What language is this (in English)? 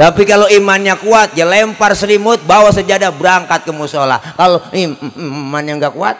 Betawi